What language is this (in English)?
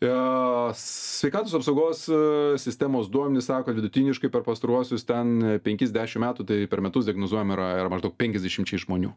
Lithuanian